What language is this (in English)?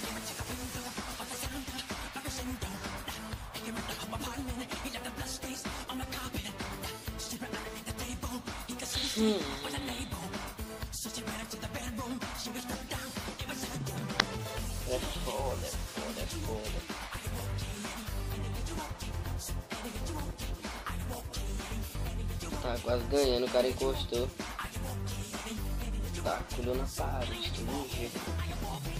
Portuguese